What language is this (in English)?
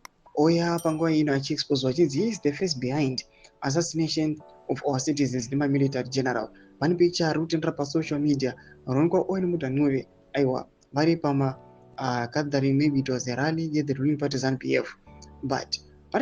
Shona